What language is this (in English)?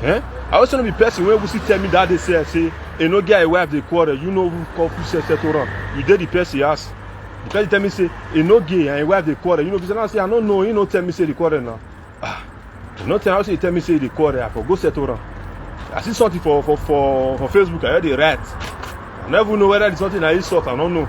Nigerian Pidgin